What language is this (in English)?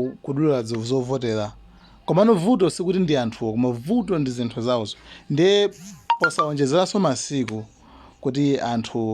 Nyanja